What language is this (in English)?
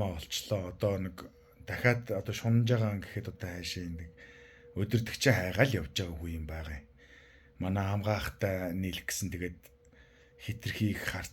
Mongolian